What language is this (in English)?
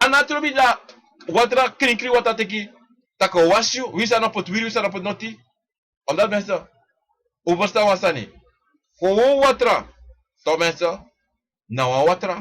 Sranan Tongo